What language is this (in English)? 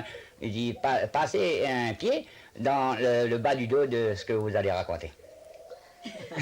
Réunion Creole French